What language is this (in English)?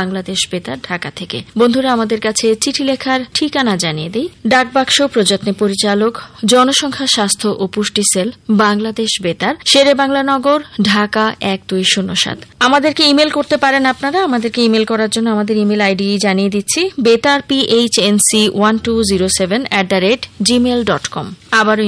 Bangla